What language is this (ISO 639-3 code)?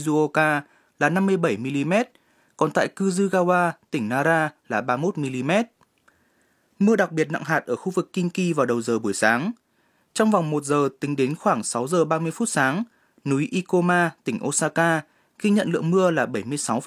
vie